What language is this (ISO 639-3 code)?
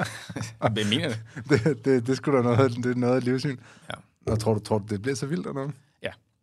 dan